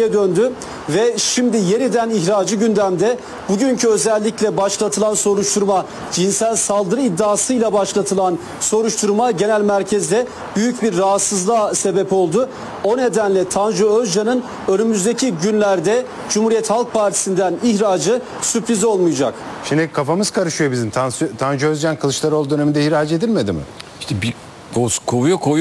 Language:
Turkish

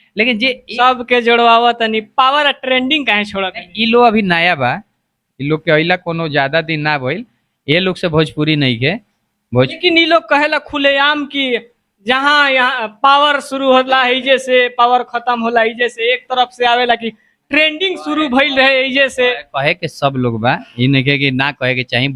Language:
Bhojpuri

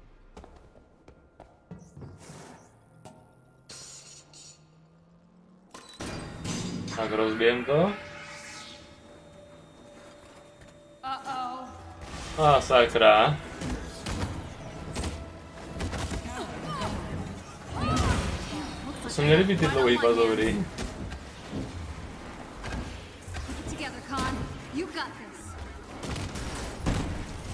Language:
Czech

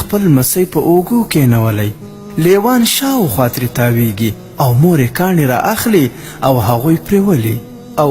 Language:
Pashto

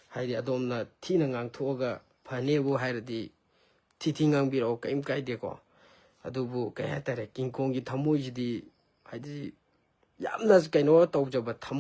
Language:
Manipuri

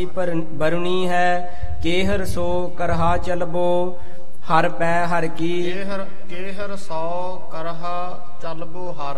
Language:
Punjabi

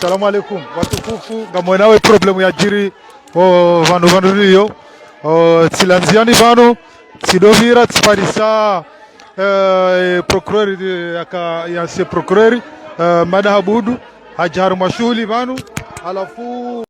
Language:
Ngazidja Comorian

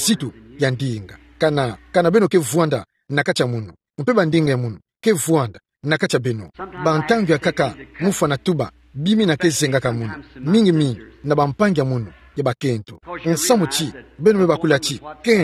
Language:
Kituba (Democratic Republic of Congo)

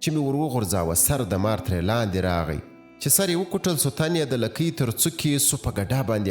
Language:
Pashto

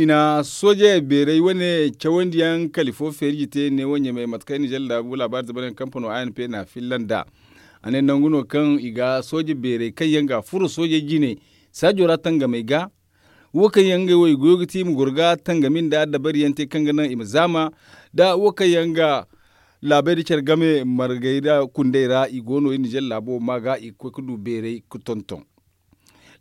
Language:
Zarma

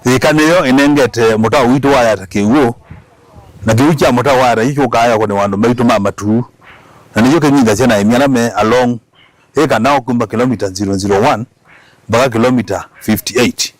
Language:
Kamba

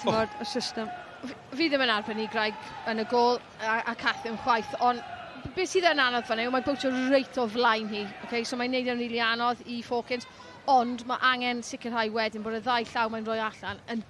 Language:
Welsh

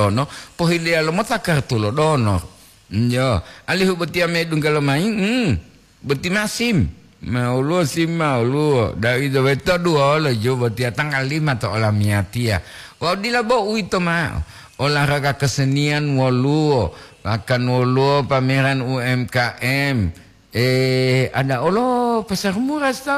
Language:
Gorontalo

